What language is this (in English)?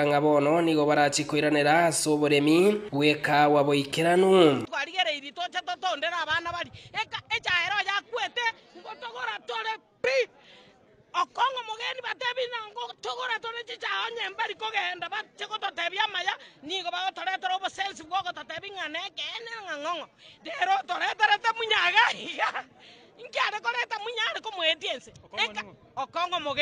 Gusii